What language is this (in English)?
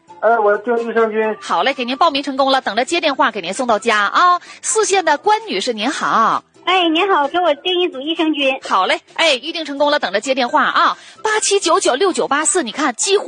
Chinese